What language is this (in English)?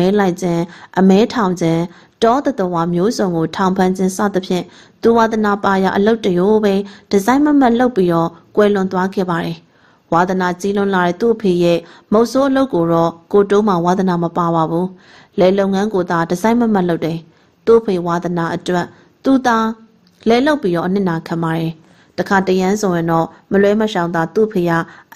Burmese